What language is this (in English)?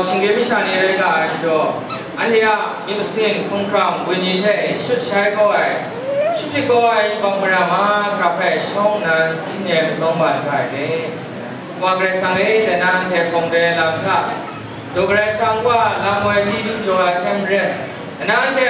Kachin